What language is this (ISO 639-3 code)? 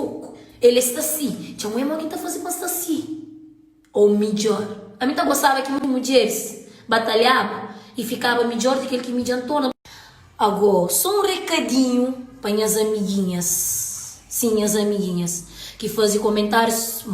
kea